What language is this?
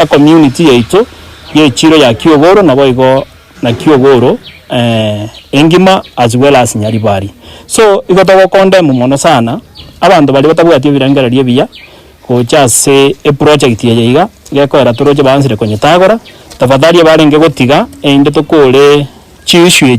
Gusii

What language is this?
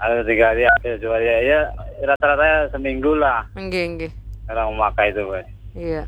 Banjar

